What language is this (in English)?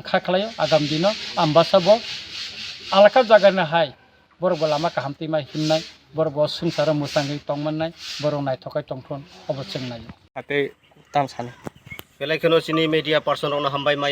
Kok Borok